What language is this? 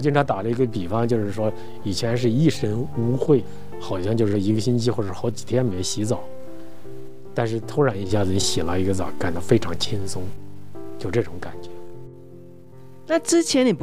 Chinese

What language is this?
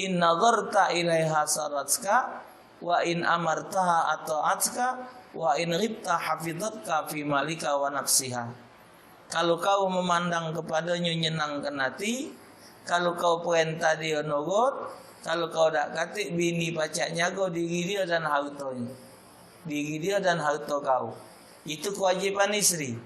Musi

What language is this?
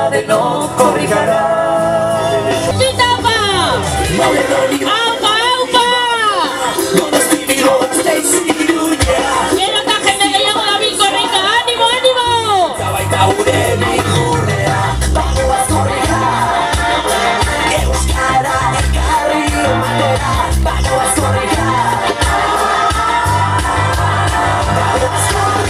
Basque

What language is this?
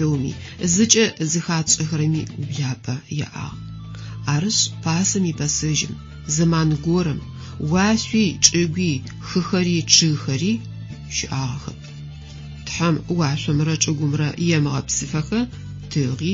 Adyghe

